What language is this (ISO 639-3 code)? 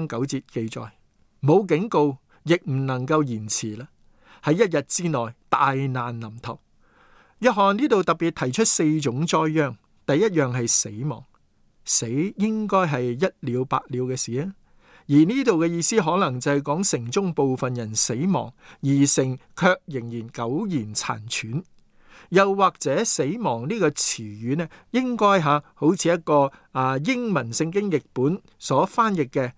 yue